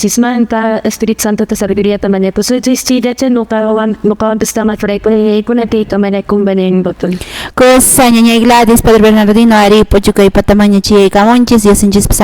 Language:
Quechua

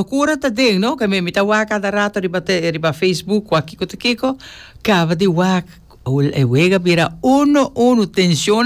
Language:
Papiamento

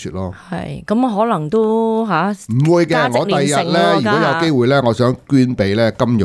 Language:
Cantonese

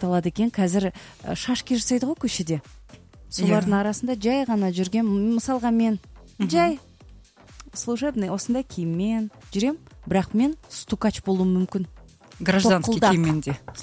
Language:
Kazakh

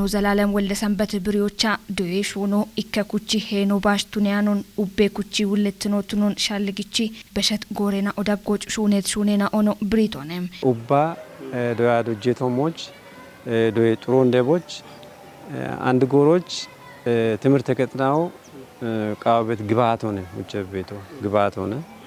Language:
Kafa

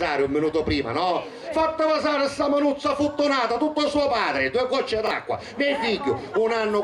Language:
Sicilian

